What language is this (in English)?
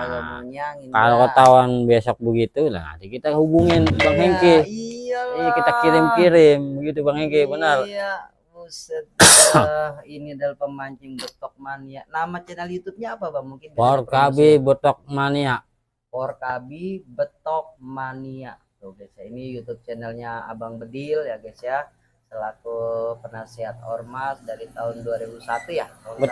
Betawi